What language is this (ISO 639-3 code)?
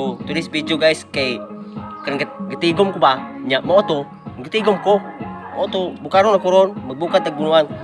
ceb